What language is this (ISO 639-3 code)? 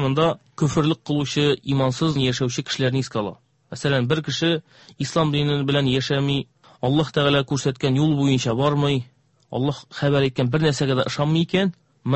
tat